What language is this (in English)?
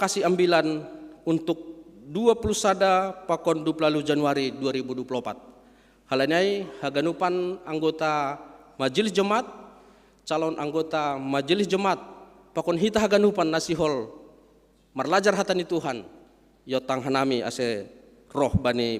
Batak Simalungun